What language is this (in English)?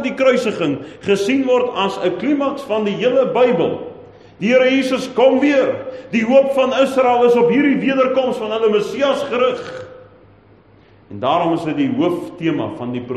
Afrikaans